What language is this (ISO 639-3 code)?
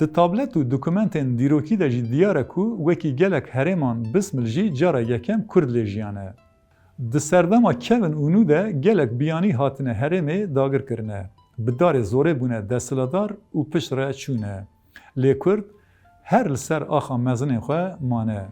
kur